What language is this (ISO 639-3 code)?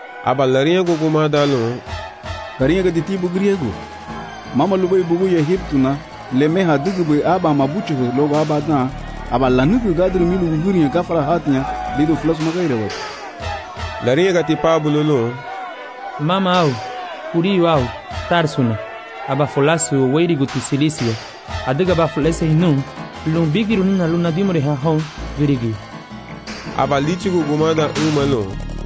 cab